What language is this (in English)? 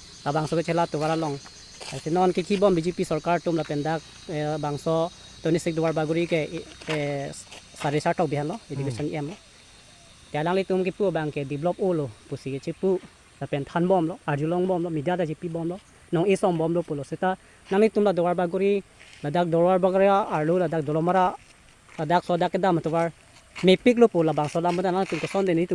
Karbi